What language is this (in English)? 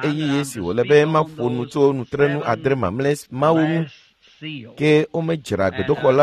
Ewe